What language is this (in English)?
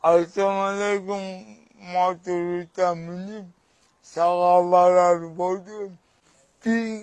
Kyrgyz